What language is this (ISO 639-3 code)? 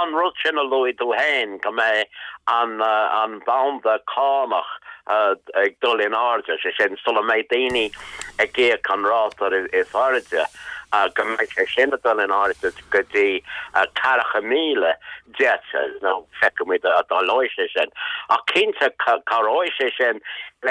gle